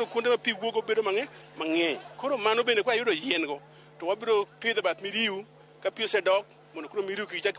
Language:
Luo (Kenya and Tanzania)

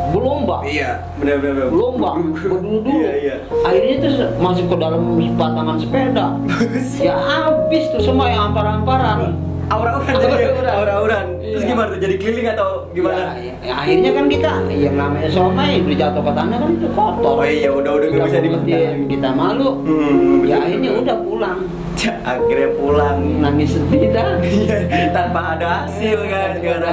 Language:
Betawi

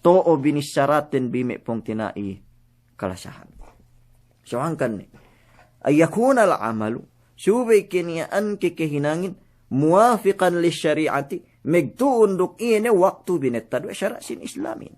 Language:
Yakan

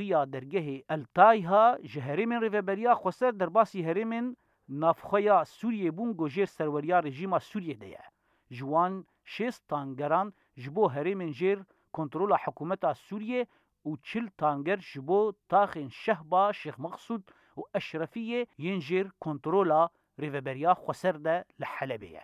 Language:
Kurdish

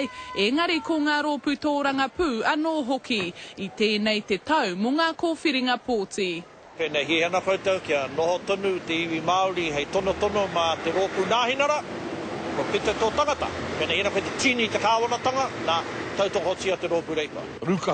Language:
Māori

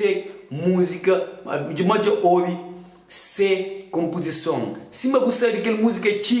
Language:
Kabuverdianu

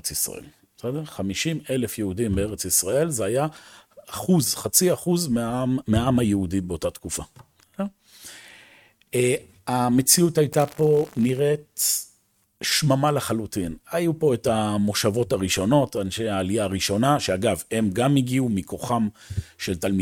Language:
Hebrew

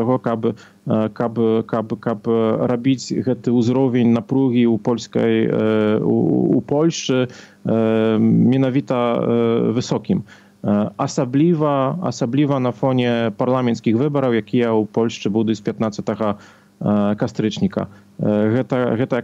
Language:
Belarusian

